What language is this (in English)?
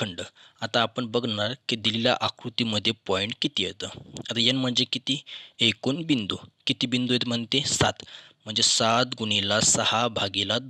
Marathi